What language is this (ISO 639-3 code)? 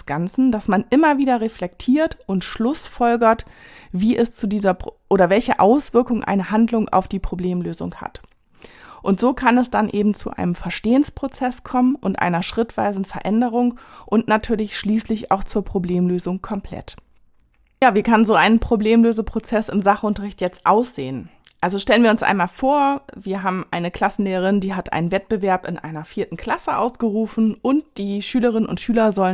deu